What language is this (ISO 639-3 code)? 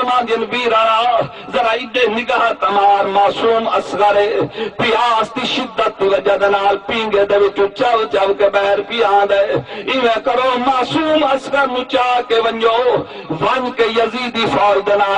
skr